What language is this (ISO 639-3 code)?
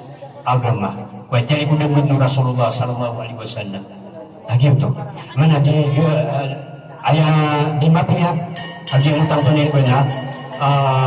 mrw